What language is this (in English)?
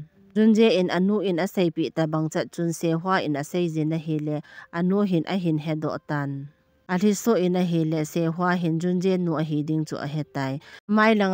Thado Chin